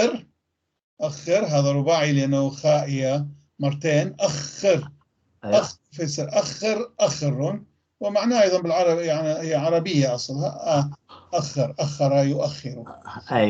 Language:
North Levantine Arabic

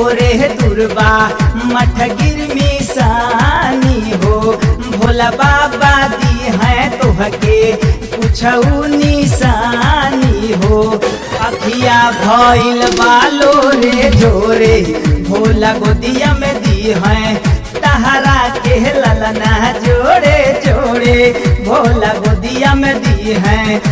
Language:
Bhojpuri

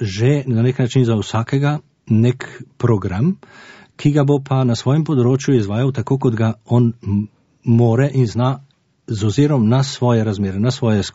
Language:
Slovenian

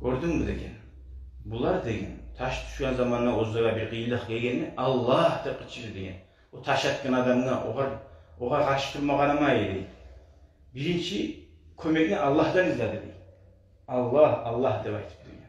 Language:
Kumyk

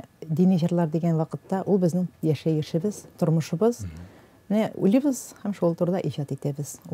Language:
Tatar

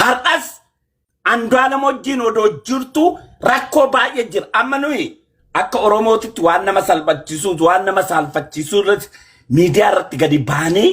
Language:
Oromo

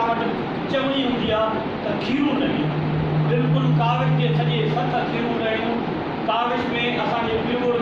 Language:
Sindhi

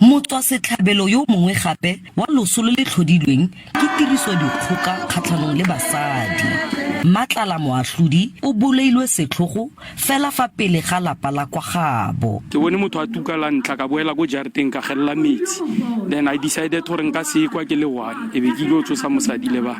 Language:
Tswana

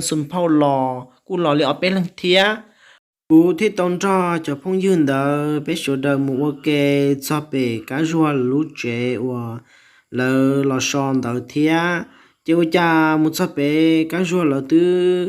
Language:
Hmong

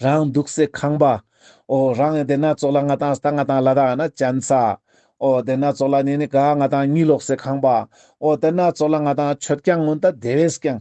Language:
Ladakhi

